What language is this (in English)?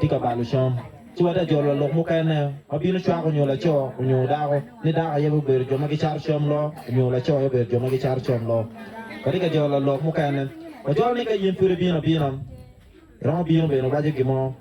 Acoli